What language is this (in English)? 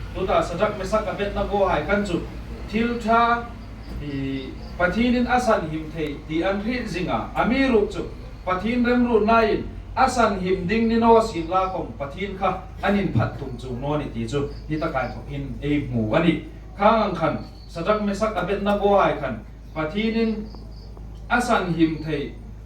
Hmar